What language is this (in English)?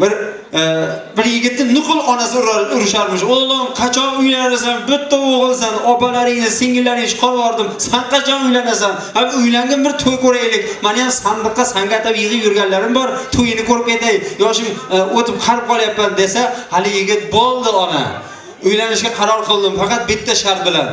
Uzbek